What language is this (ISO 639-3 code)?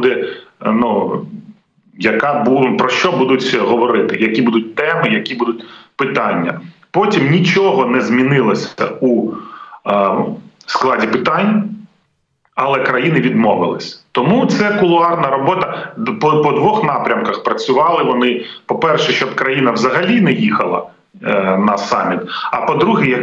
ukr